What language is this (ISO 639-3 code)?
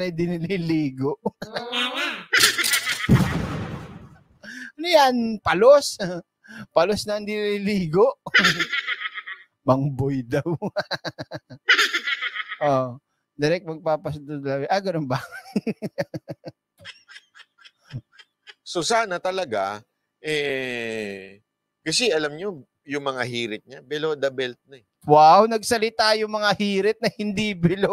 fil